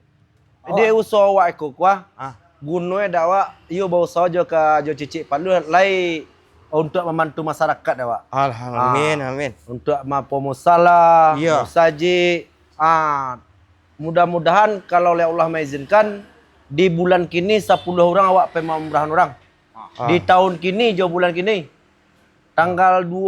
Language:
Minangkabau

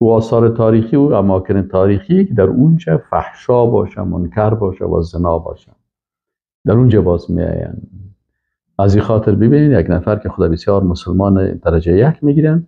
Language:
Persian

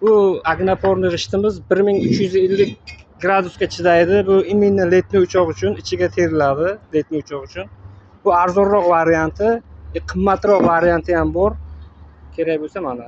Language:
Uzbek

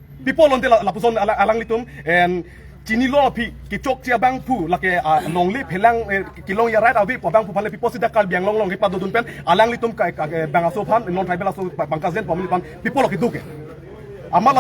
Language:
Karbi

